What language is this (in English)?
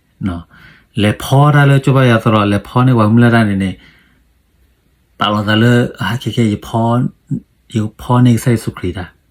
S'gaw Karen